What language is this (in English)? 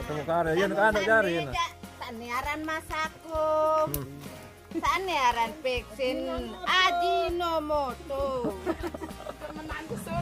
Sasak